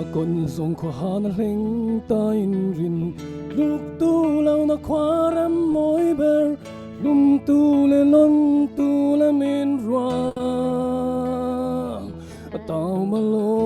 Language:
Falam Chin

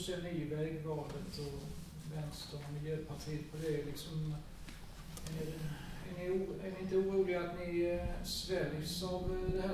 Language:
Swedish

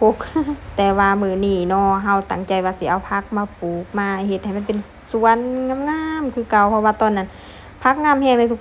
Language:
Lao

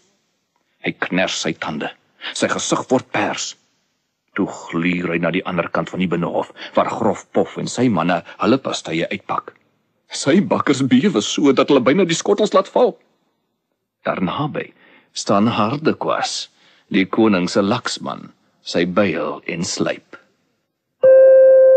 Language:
Afrikaans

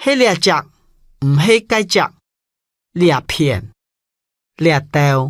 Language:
Hakka Chinese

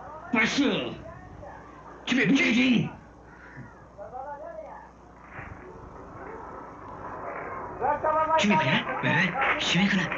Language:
Persian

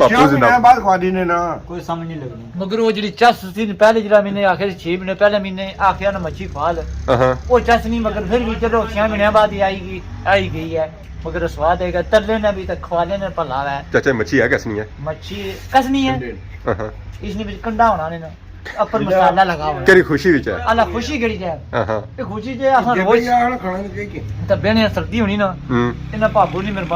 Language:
Pahari-Potwari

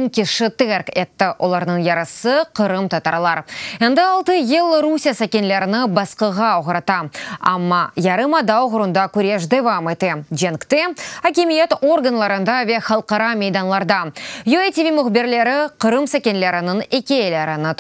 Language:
Crimean Tatar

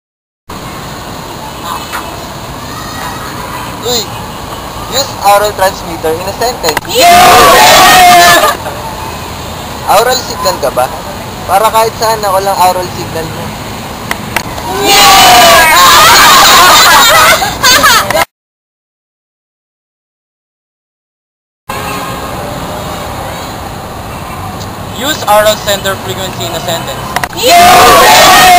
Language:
Filipino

